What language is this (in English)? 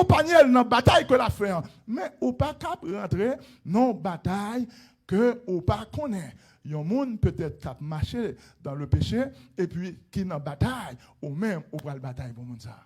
Haitian Creole